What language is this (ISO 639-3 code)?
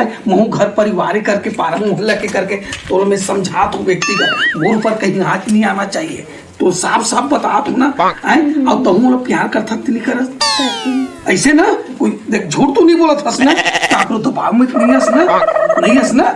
hne